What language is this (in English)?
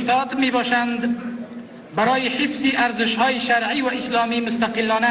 Pashto